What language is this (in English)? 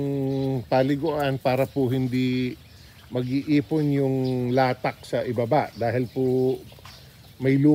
Filipino